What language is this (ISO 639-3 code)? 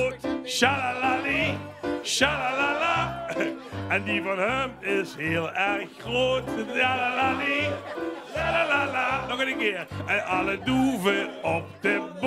lim